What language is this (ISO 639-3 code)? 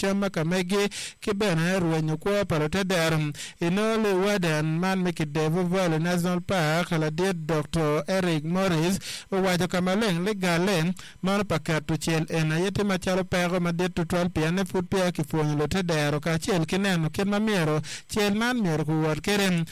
ach